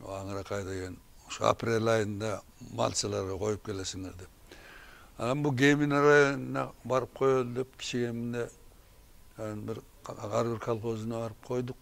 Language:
Kyrgyz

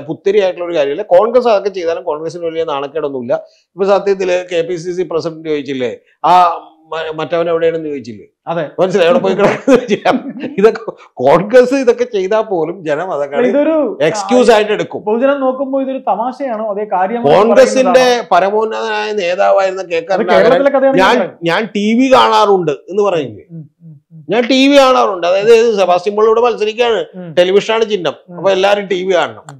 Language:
Malayalam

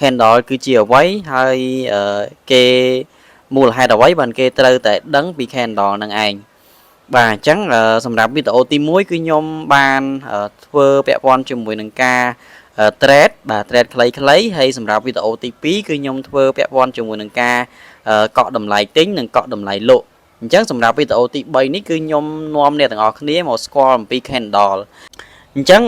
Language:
Khmer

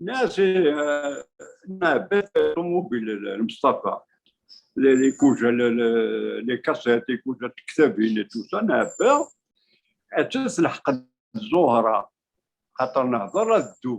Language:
Kabyle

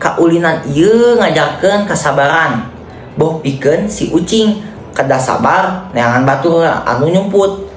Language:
Sundanese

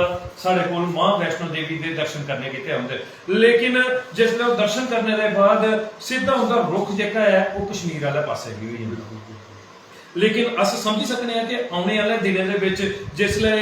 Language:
Dogri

